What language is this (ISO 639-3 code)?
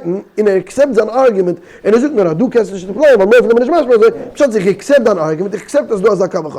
yid